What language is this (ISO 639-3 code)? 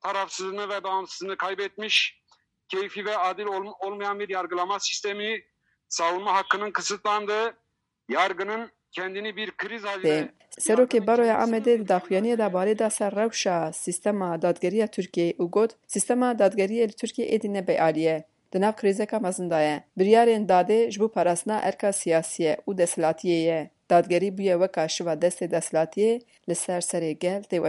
kur